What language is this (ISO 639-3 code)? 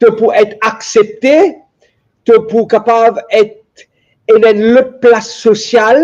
mfe